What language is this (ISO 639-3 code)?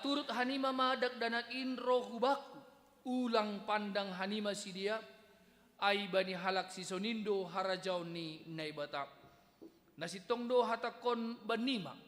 bts